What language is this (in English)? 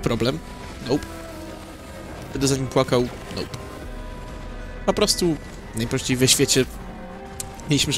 Polish